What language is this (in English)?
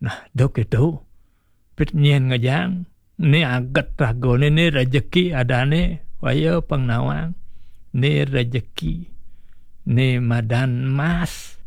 Balinese